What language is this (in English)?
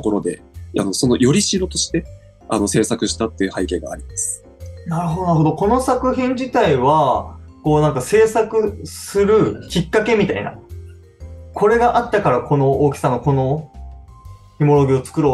Japanese